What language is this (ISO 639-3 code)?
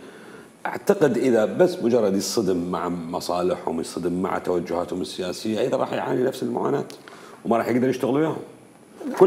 acm